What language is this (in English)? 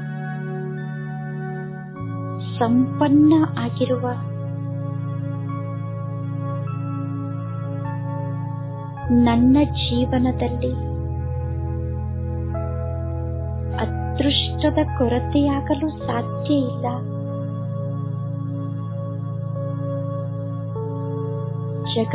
Kannada